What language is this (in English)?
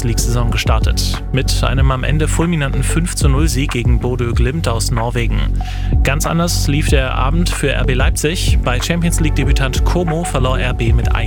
German